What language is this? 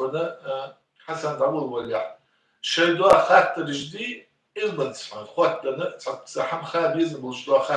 Ingush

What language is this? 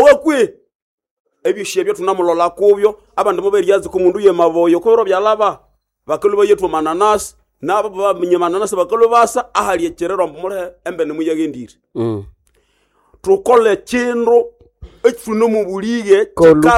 Nande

